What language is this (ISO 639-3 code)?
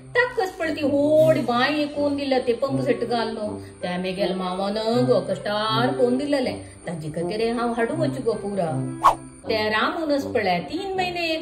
kok